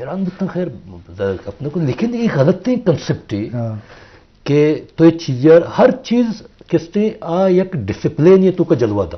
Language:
Eastern Balochi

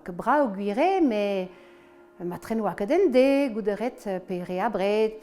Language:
Breton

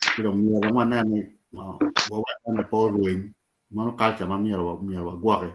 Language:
Acoli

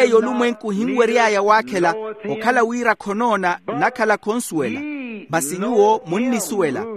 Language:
Makhuwa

